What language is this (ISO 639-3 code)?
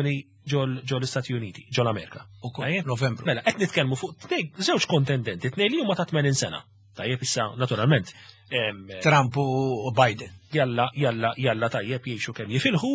mlt